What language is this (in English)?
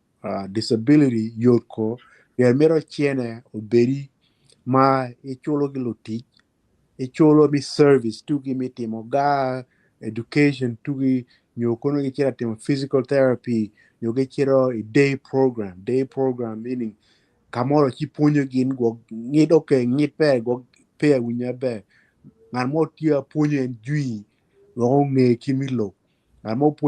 Acoli